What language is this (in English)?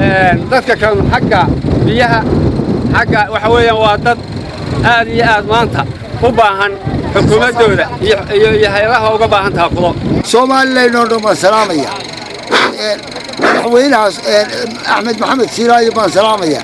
Somali